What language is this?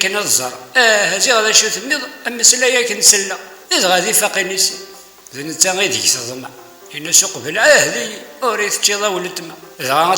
Kabyle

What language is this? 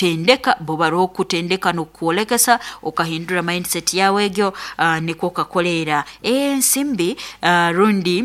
Nyoro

